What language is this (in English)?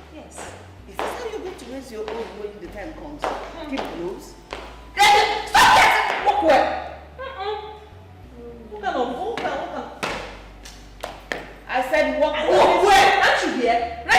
Nigerian Pidgin